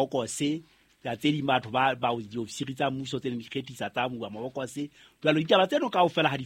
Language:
Southern Sotho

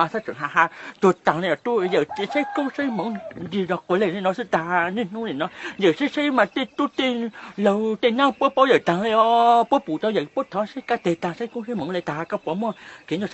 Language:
Hmong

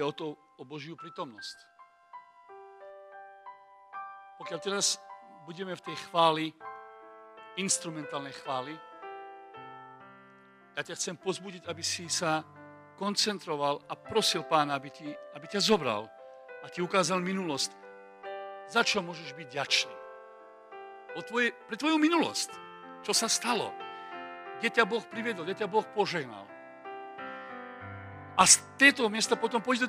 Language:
Slovak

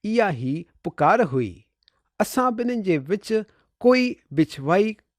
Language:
Sindhi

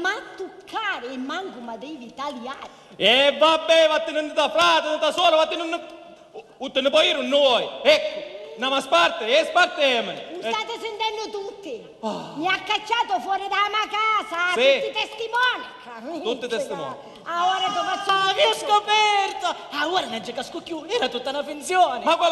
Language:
Sicilian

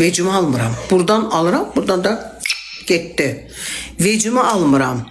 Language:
Azerbaijani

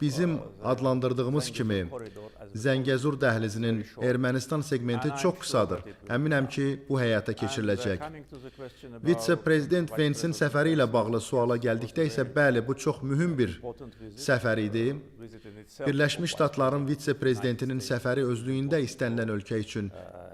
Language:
Azerbaijani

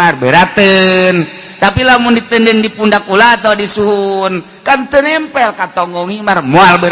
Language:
Sundanese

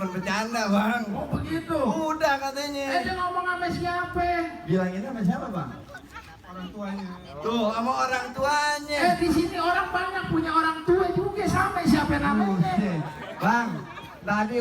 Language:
Betawi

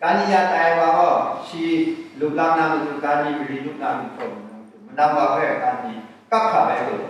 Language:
Kachin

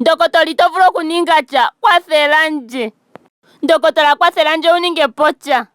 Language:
Ndonga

